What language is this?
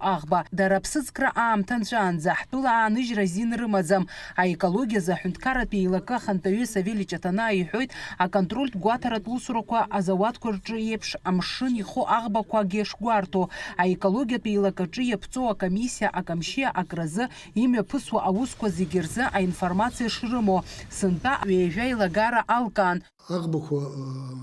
Abkhazian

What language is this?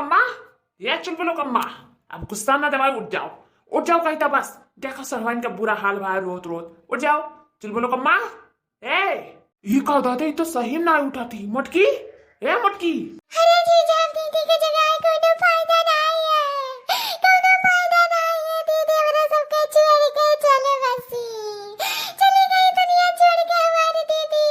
Awadhi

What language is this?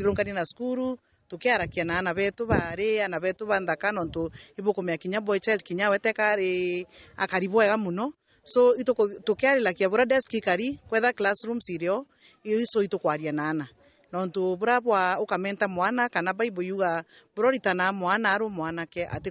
Meru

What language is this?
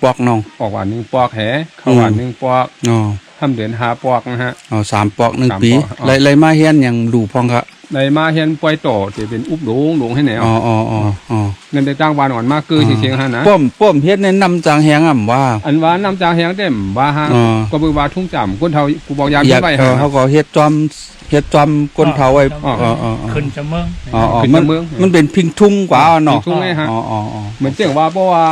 Shan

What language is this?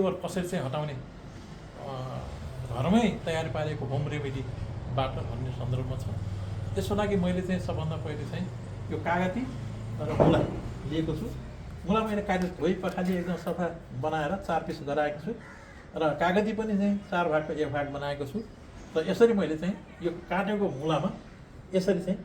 Nepali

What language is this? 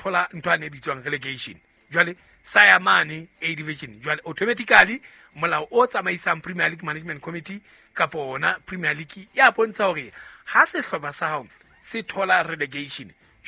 Southern Sotho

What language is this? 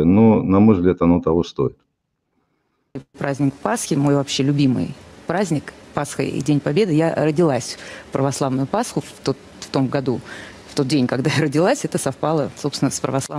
Russian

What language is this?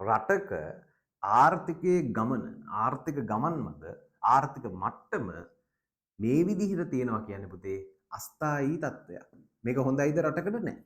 Sinhala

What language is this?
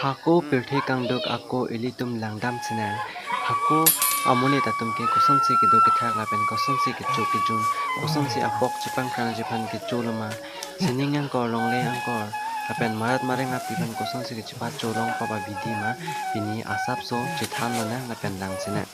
Karbi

